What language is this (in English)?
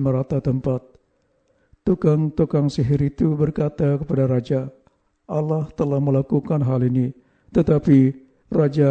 Malay